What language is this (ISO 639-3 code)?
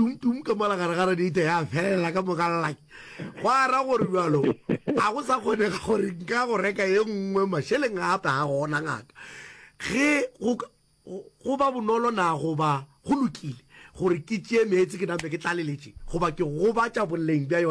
nso